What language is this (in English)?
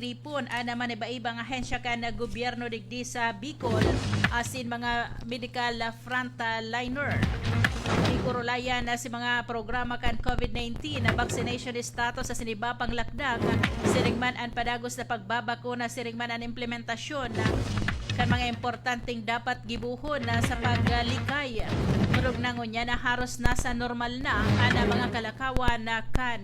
Bikol